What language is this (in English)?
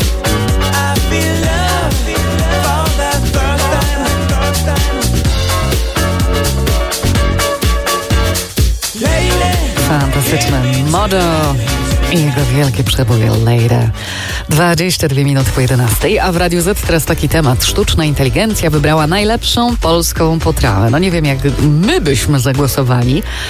Polish